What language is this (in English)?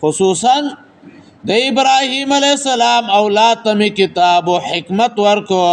Pashto